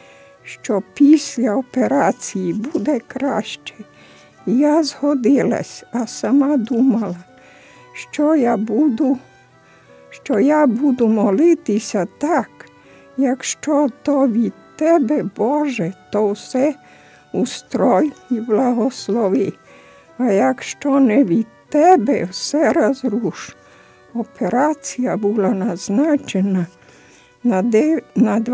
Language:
Ukrainian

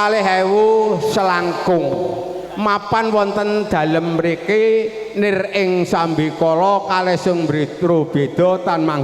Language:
Javanese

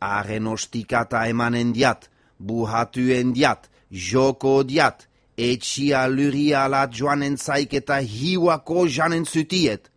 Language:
Basque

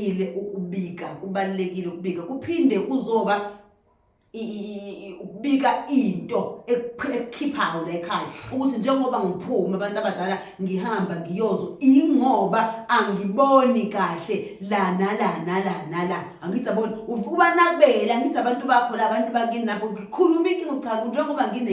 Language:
Zulu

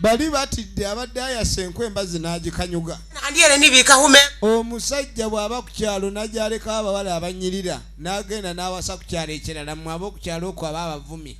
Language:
Soga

